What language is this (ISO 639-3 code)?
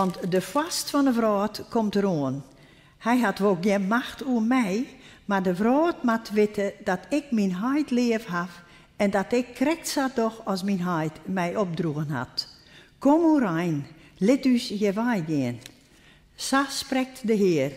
fry